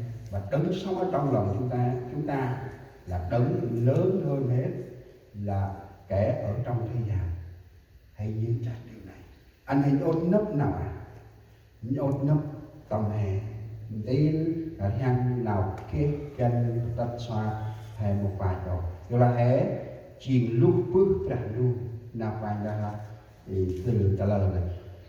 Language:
Central Mnong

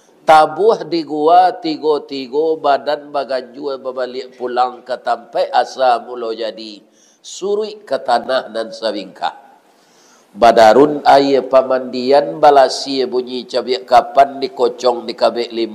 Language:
Minangkabau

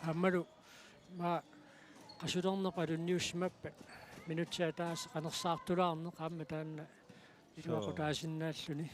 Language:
Kalaallisut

